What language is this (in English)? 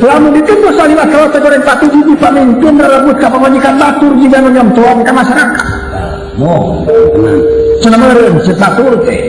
Sundanese